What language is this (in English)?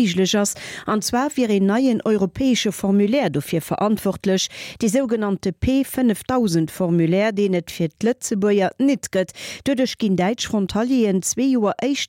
Luxembourgish